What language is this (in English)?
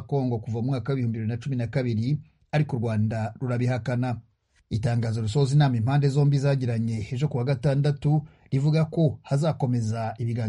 Kinyarwanda